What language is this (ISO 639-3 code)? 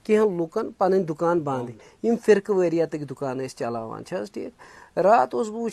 kas